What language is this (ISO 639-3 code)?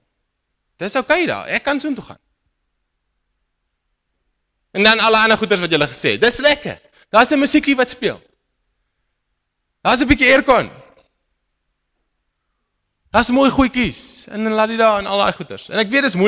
afr